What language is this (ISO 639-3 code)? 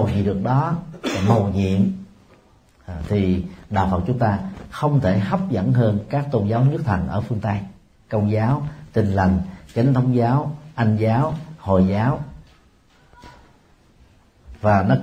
vie